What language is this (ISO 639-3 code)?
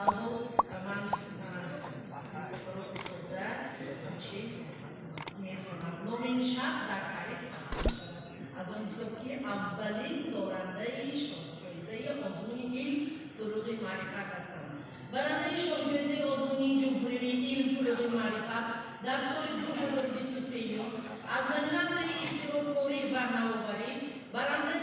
tgk